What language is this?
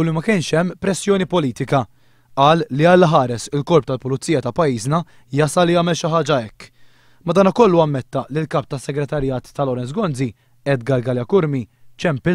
Maltese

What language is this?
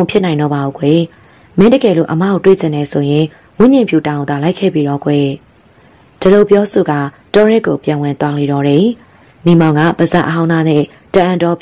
Burmese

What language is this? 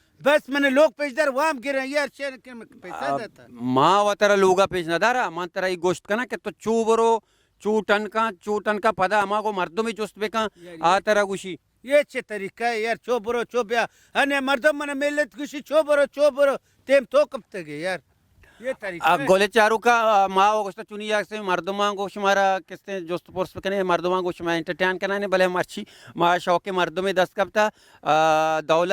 Baluchi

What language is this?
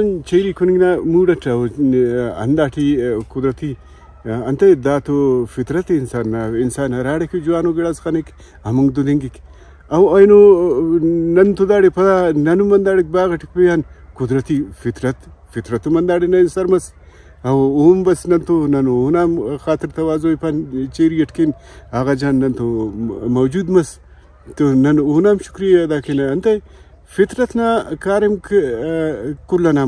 Brahui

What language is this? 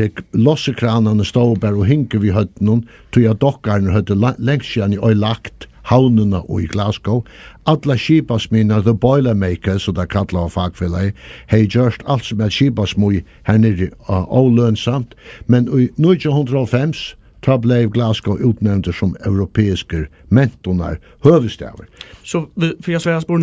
Faroese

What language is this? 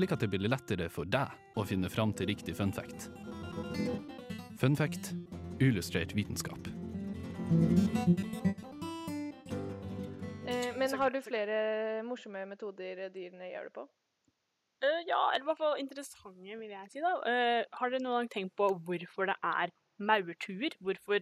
Norwegian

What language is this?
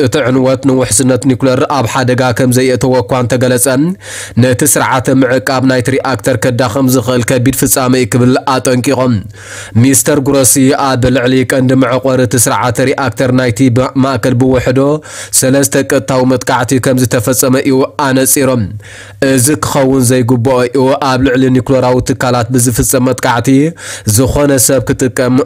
Tigrinya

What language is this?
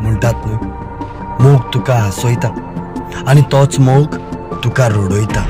Konkani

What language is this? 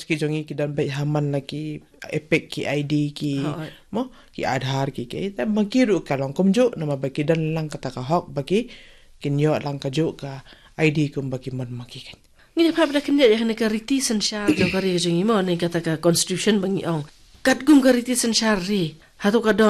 Khasi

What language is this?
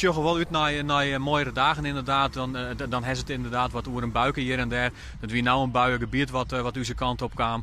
Western Frisian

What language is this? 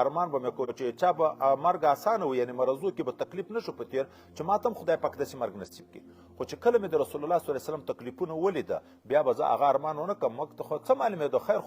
Pashto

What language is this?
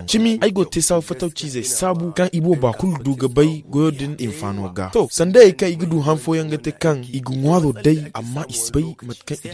Zarma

